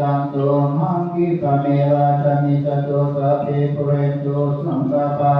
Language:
Pali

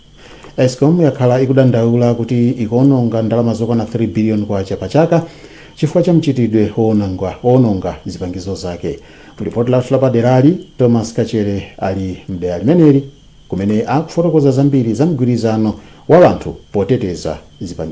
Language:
Nyanja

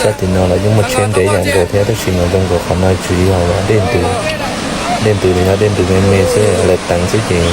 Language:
Hmong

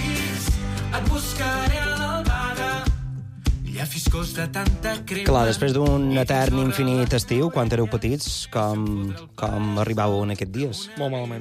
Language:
Catalan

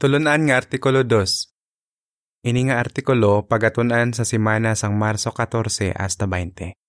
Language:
Hiligaynon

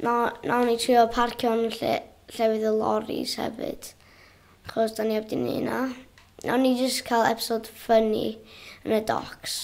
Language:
Welsh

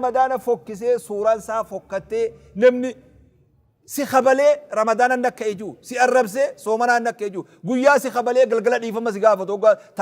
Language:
Oromo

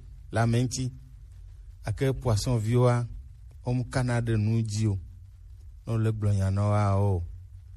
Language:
Gen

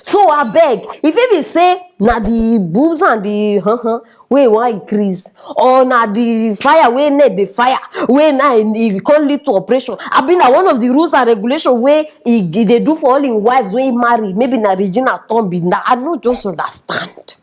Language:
Nigerian Pidgin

